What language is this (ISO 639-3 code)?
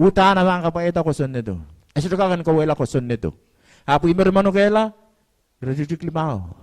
pon